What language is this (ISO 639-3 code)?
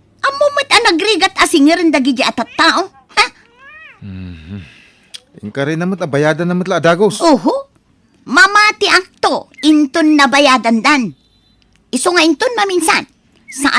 ilo